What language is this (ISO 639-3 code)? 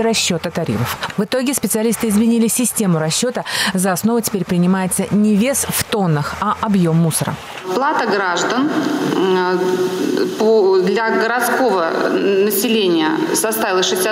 rus